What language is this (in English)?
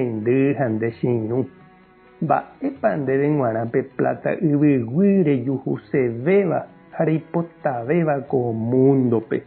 Guarani